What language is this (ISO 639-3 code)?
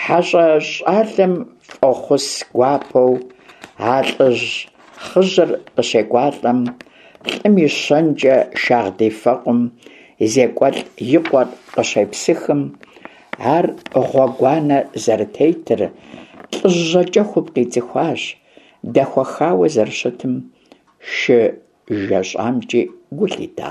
kbd